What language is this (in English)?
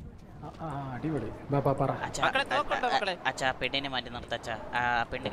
Malayalam